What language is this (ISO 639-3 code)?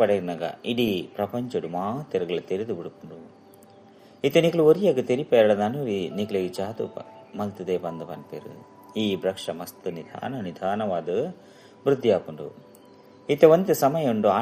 tcy